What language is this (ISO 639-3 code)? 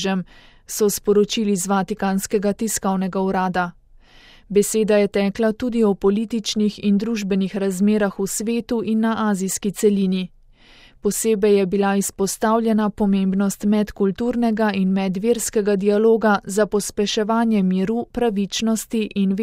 slv